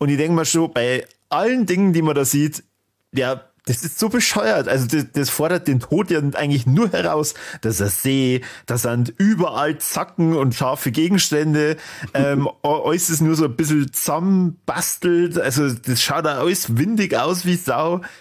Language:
Bavarian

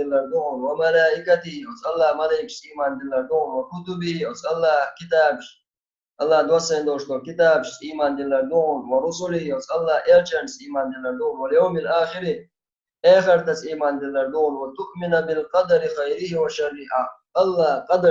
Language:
Chechen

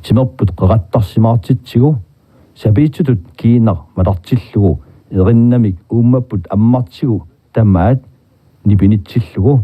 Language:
Kalaallisut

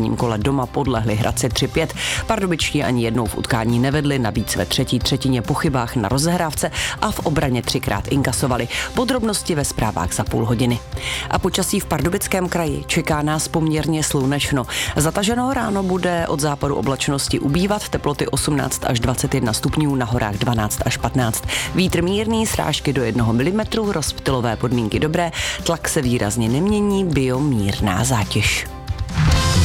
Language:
Czech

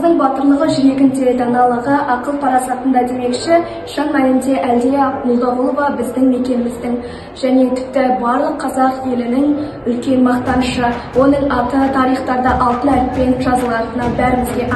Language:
Kazakh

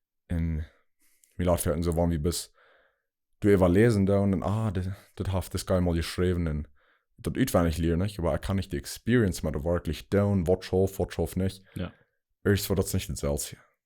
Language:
Plautdietsch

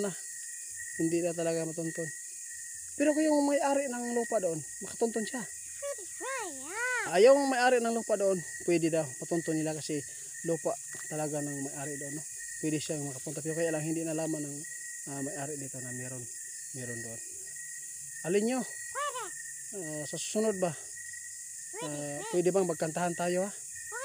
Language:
Filipino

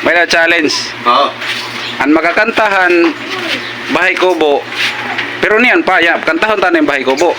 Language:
Waray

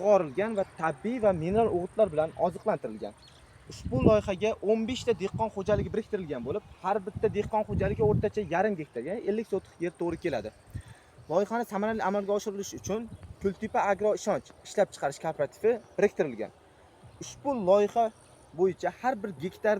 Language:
Uzbek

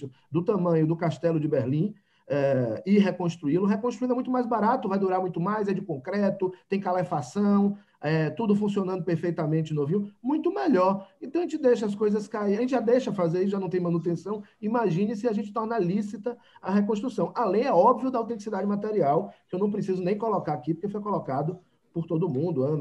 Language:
Portuguese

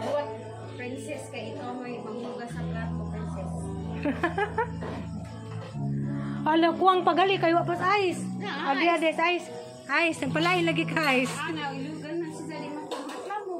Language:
Cebuano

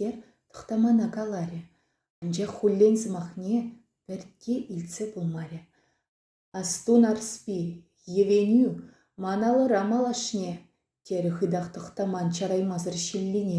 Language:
Chuvash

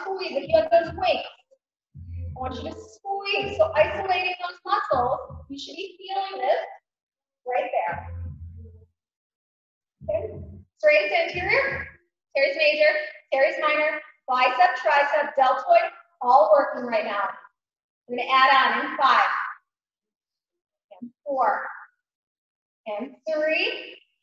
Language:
English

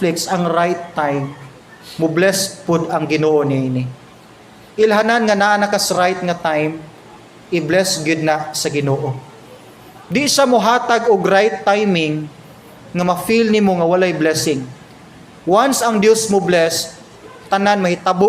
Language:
Cebuano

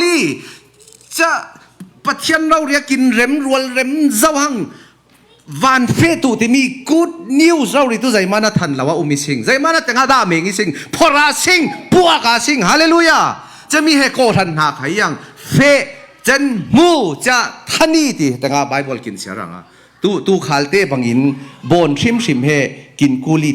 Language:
Falam Chin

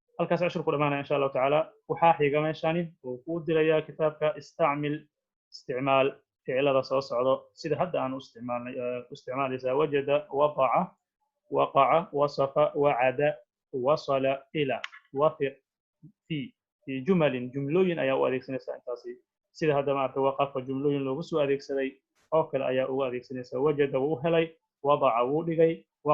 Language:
Somali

